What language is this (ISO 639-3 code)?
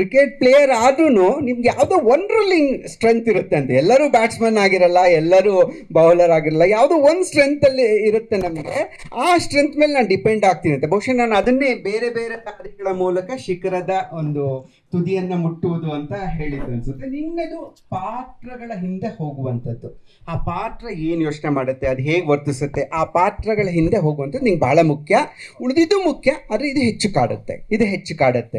kan